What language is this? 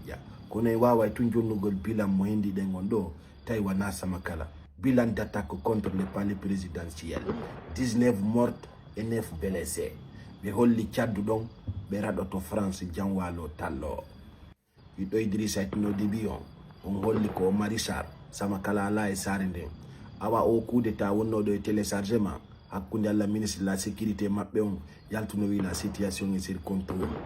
Fula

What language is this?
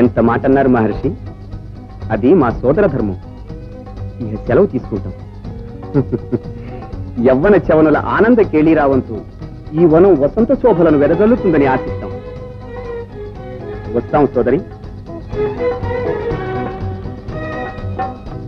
Telugu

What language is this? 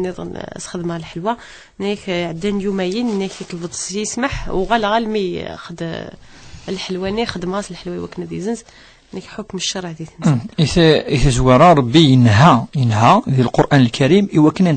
Kabyle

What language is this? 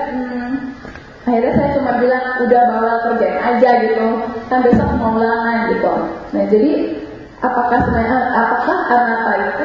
Indonesian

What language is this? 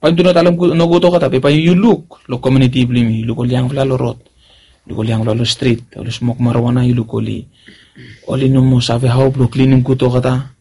Bislama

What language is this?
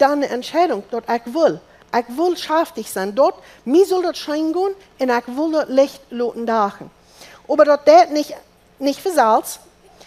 Plautdietsch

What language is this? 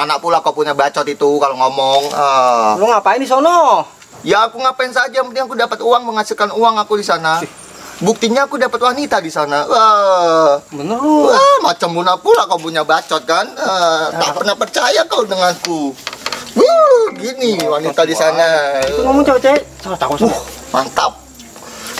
Betawi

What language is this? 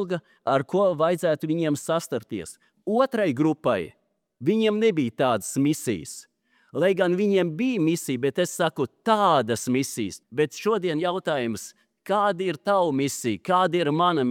Latvian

